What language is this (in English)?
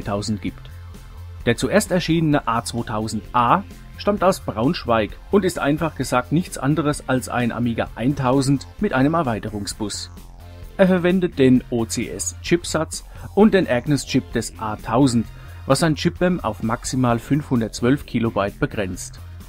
German